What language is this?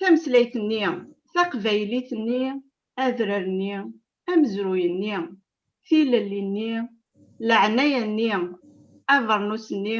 Kabyle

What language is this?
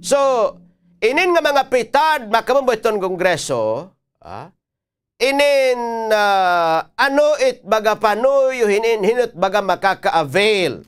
Waray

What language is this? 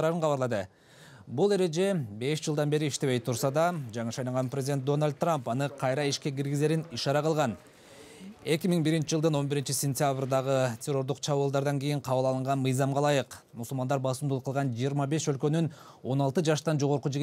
Kyrgyz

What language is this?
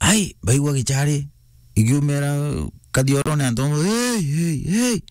Meru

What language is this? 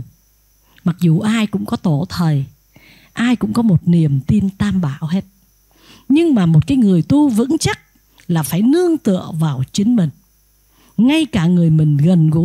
Vietnamese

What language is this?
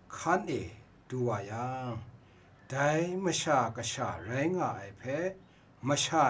Kachin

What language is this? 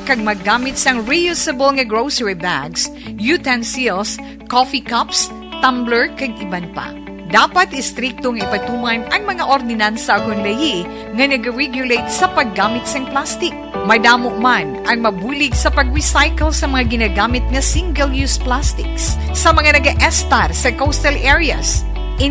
Hiligaynon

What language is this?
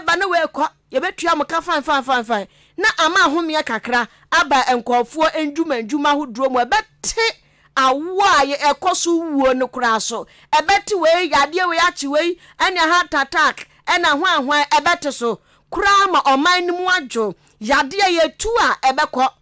Akan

